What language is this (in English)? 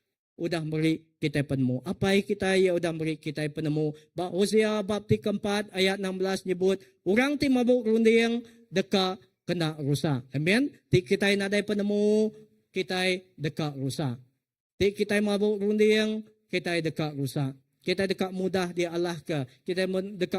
Iban